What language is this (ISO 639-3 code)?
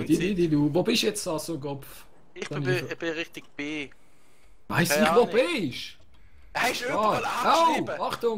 gsw